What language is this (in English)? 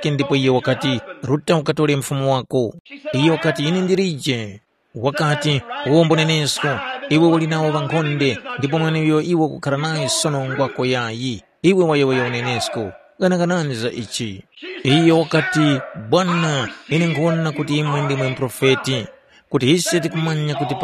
Tumbuka